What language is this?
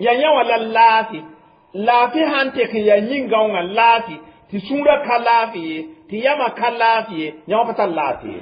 Mossi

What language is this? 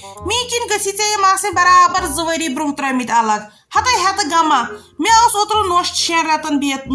Kashmiri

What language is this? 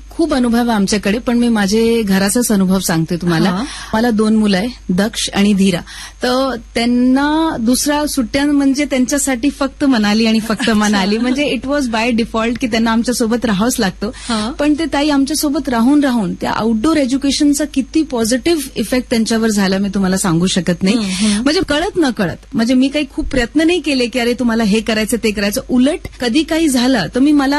Marathi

